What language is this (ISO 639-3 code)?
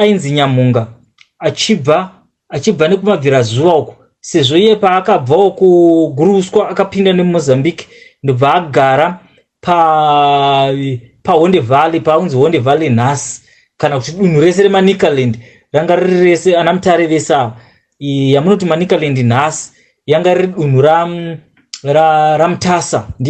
sna